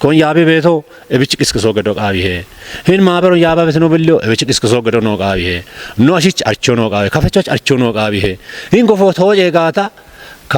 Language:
Kafa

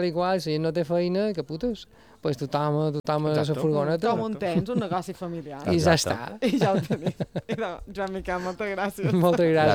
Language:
Catalan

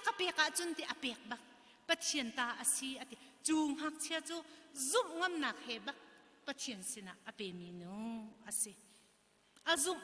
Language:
Hakha Chin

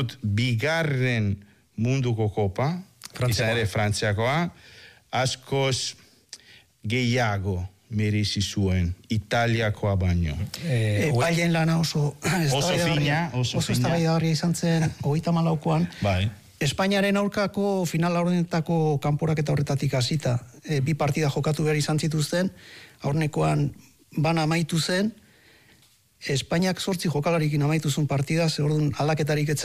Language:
Basque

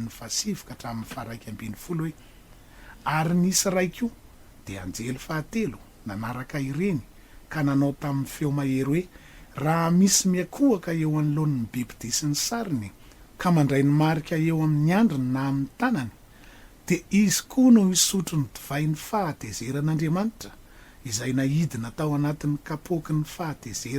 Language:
Malagasy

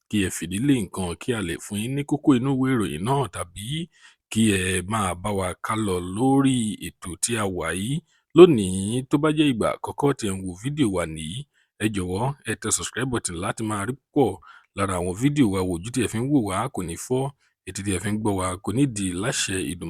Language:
Yoruba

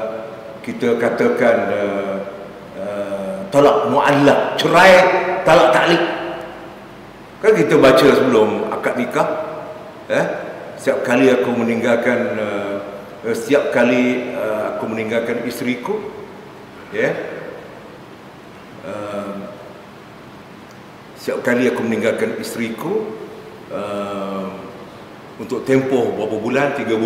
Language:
Malay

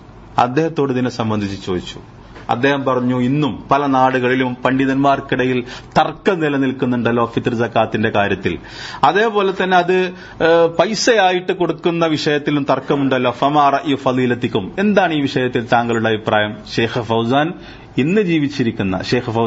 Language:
Malayalam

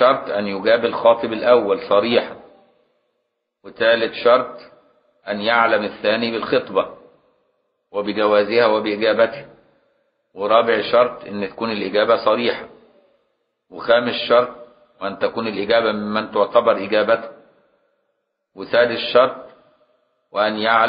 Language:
Arabic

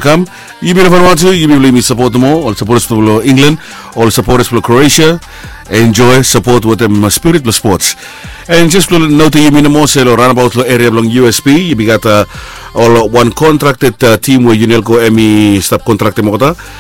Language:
Bislama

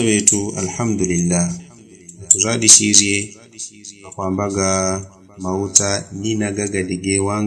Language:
Yao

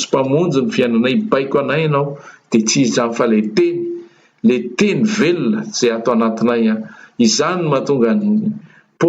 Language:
Malagasy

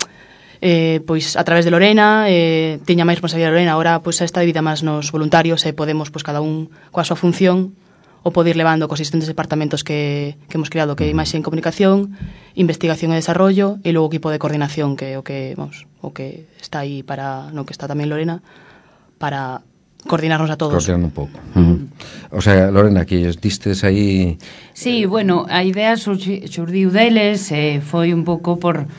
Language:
Galician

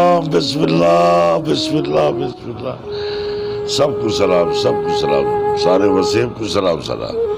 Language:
Saraiki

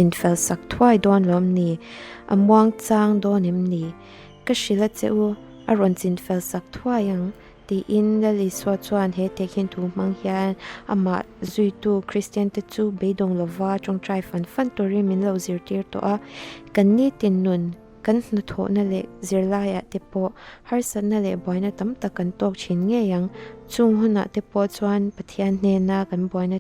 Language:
Mizo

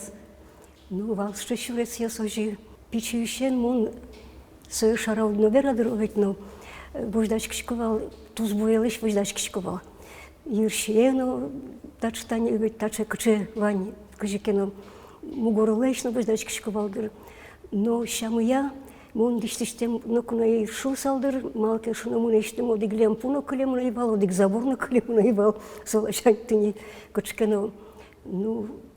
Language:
Udmurt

